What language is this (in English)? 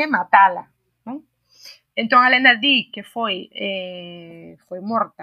Galician